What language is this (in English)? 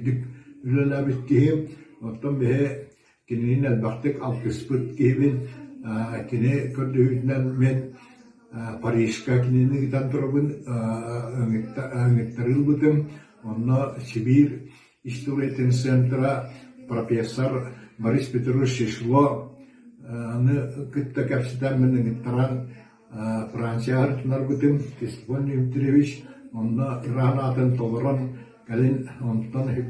Yakut